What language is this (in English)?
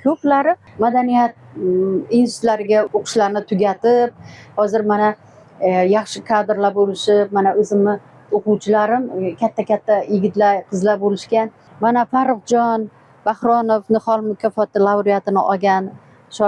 Uzbek